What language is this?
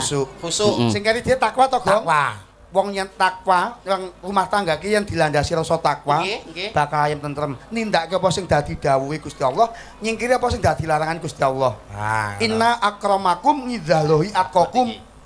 Javanese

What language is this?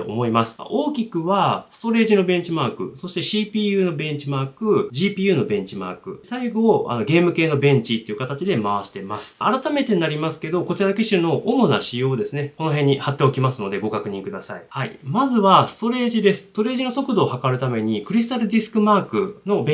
Japanese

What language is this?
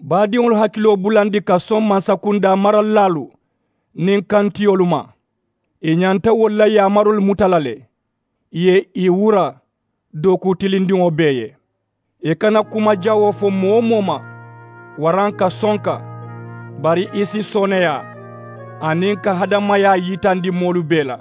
Mandingo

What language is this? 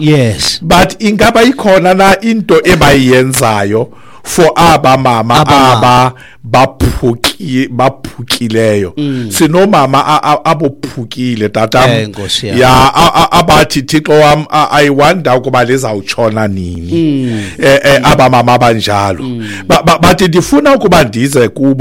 Xhosa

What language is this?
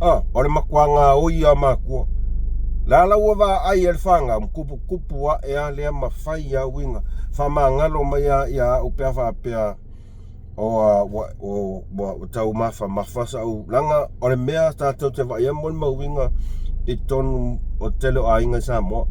Samoan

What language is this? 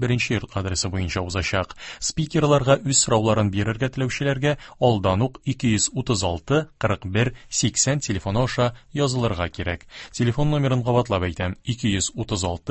Tatar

